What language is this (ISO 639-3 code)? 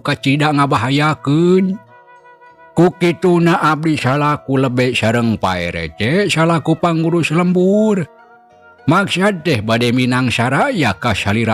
sun